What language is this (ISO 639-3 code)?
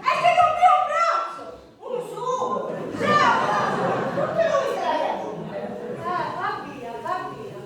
scn